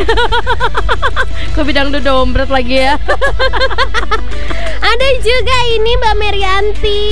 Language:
Indonesian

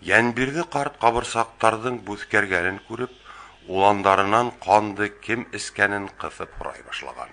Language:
Bashkir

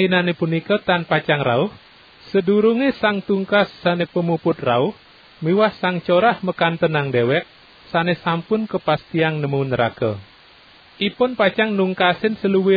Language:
Balinese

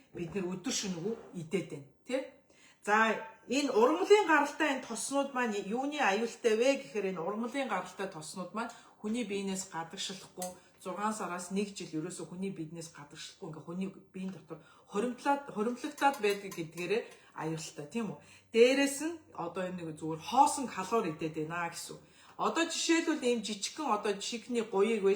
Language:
Mongolian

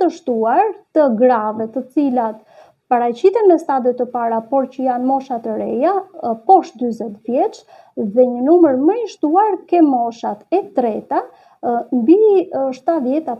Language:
Albanian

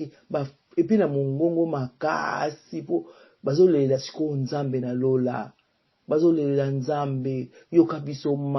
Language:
Lingala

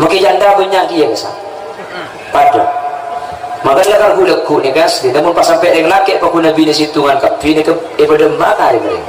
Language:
Madurese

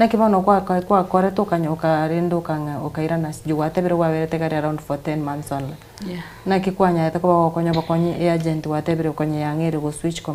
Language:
Gusii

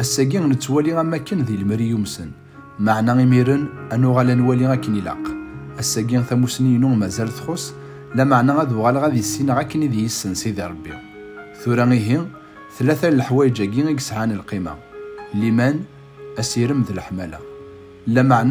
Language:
Kabyle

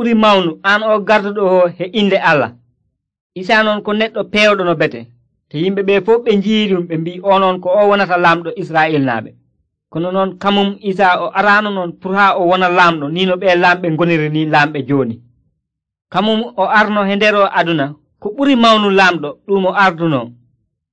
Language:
Nigerian Fulfulde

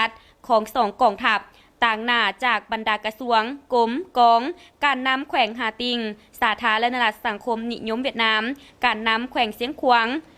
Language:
Lao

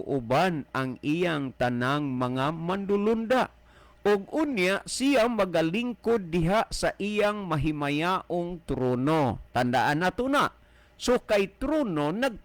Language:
Cebuano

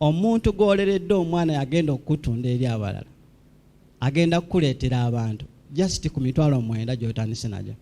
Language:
Ganda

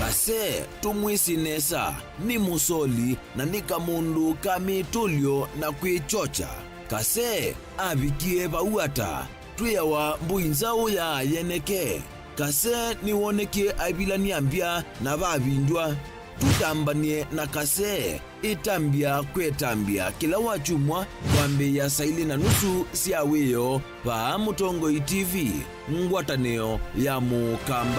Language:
Kamba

